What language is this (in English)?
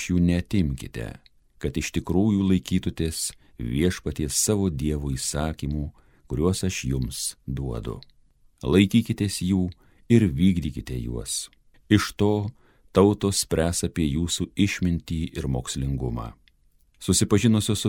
Lithuanian